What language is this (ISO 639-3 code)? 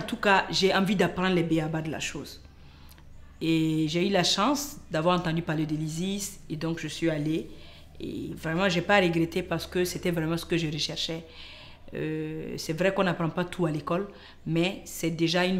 fra